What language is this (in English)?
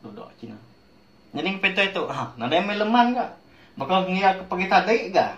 Iban